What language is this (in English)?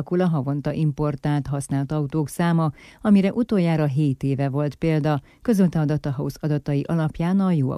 Hungarian